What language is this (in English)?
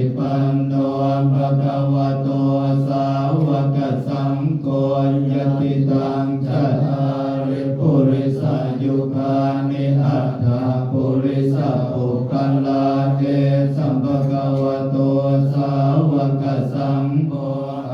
Pali